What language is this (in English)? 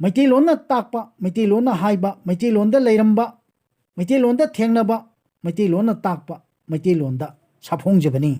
Manipuri